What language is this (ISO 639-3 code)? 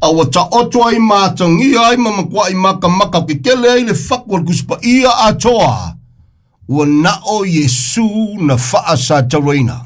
smo